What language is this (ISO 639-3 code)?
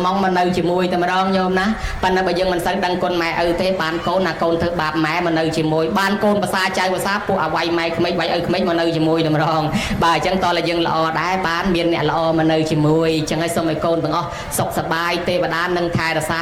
khm